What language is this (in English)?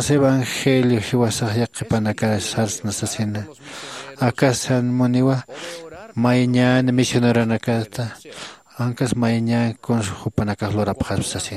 Aymara